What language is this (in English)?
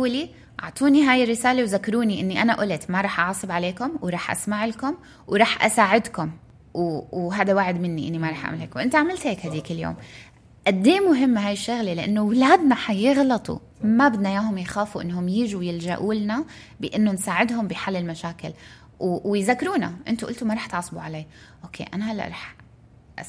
North Levantine Arabic